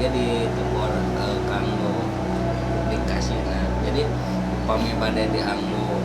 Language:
Sundanese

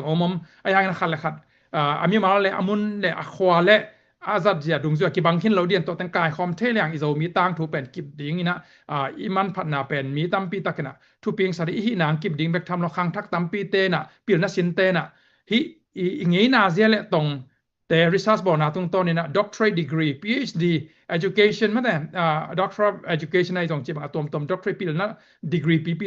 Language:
Tedim Chin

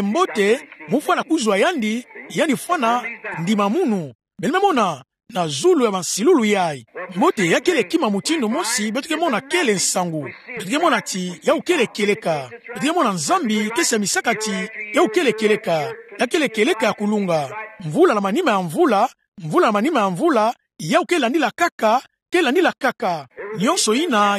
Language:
Kituba (Democratic Republic of Congo)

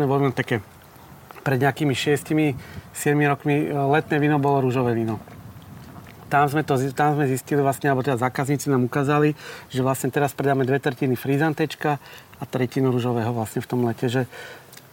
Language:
Slovak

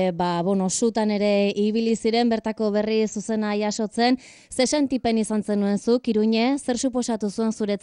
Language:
Basque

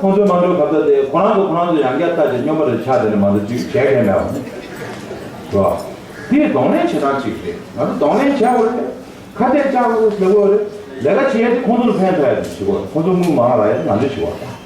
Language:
Tibetan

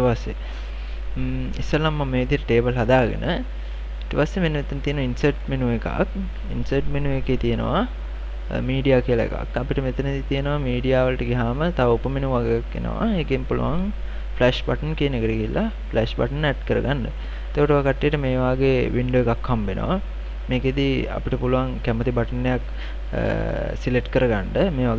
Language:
Sinhala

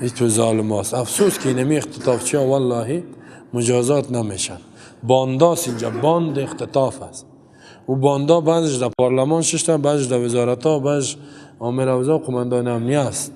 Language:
Persian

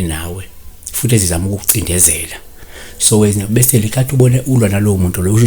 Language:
Zulu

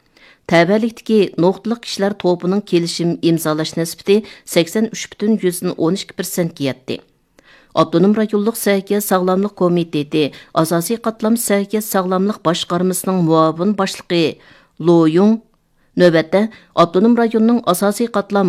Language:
Uyghur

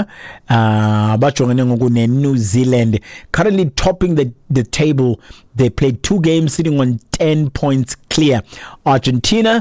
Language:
Xhosa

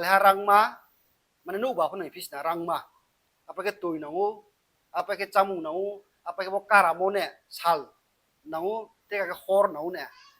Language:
Riang (India)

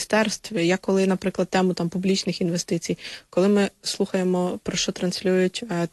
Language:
Ukrainian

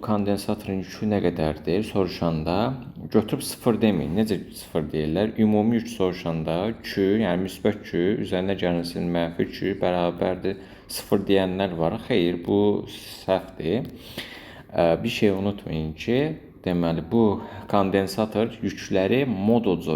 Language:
Azerbaijani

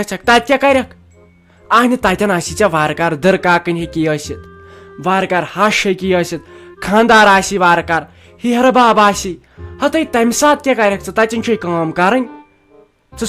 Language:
Kashmiri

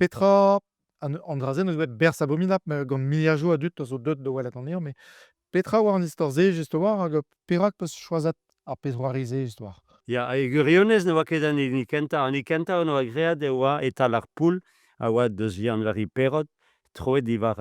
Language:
Breton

